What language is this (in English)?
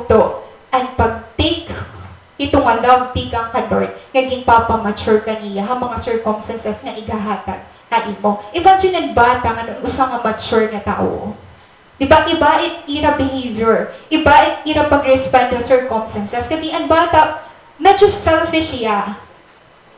Waray